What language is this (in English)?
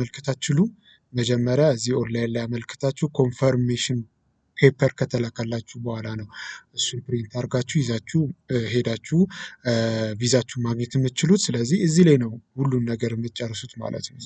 Amharic